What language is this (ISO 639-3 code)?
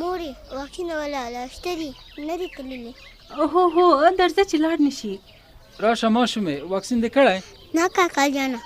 pus